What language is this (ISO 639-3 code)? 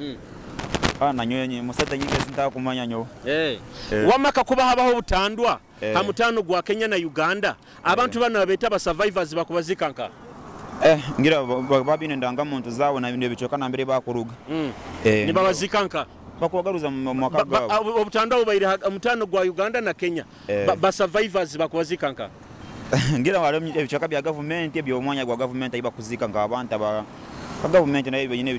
nyo